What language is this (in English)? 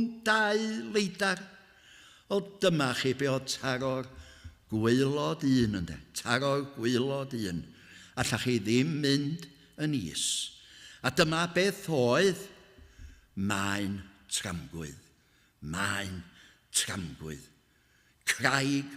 Welsh